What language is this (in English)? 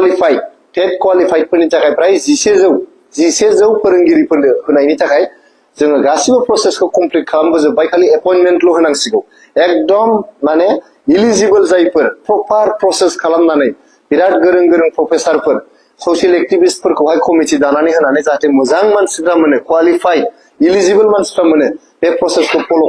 Bodo